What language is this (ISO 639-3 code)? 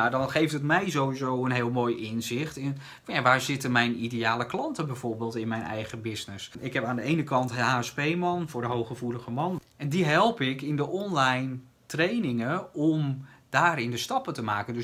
nld